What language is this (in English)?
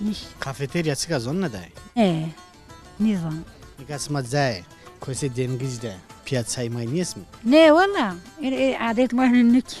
Zaza